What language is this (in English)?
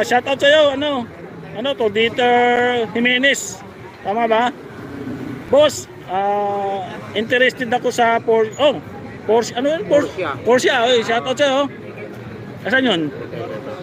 Filipino